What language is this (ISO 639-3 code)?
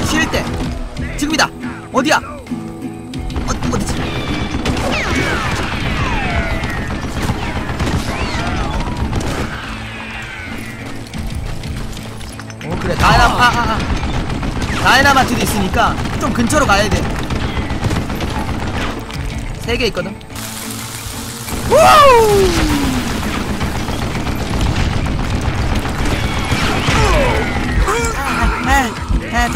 kor